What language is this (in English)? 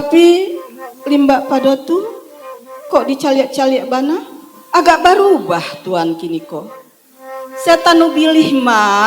Minangkabau